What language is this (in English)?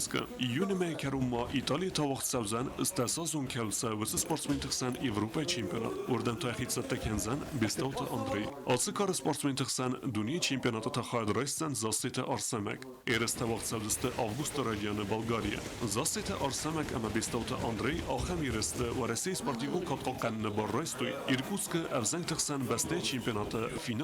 Ossetic